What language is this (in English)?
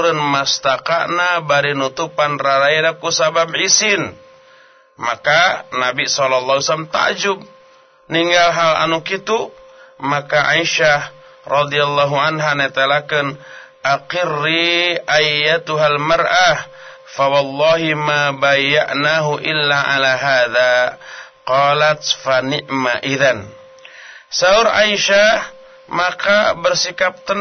Sundanese